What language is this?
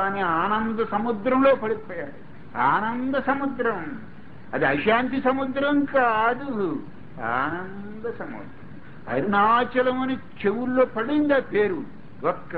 Telugu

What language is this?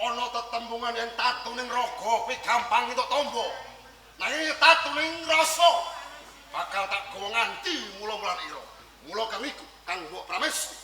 Javanese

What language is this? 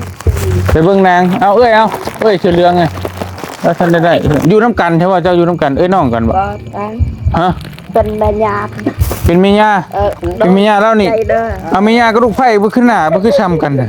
Lao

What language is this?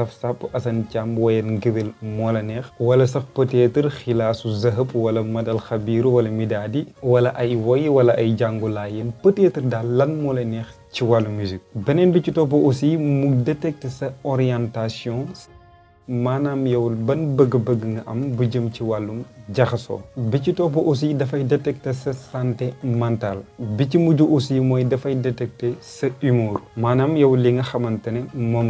Wolof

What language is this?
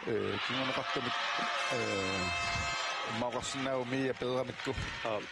Kalaallisut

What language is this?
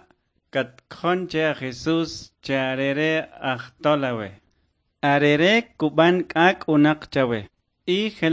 Kʼicheʼ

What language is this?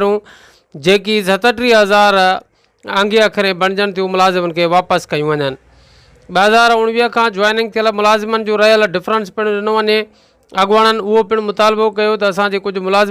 Sindhi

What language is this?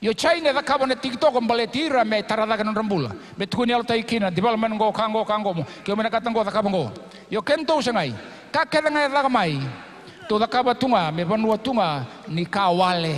Fijian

